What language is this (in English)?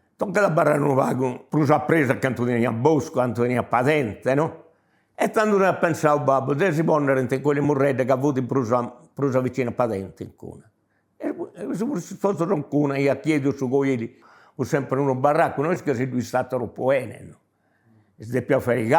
Sardinian